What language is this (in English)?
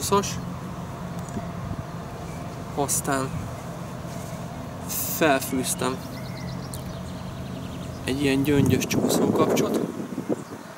Hungarian